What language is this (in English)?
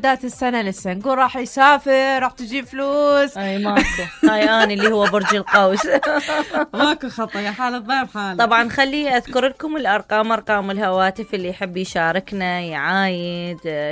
Mesopotamian Arabic